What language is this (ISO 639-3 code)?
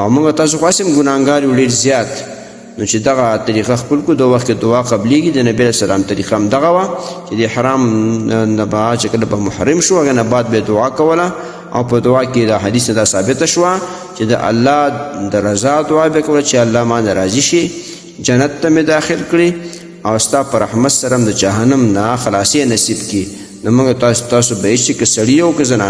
pus